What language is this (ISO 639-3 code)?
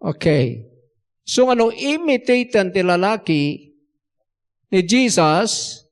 ilo